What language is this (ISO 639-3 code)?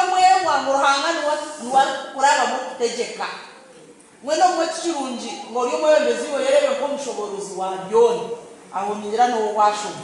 nyn